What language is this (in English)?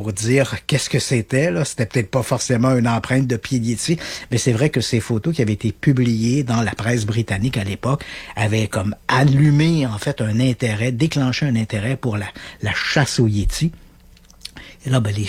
French